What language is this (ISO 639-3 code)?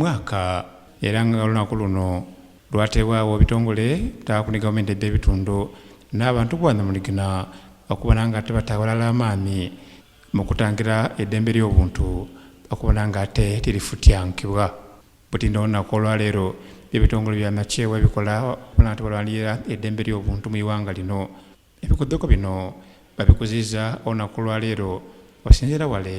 xog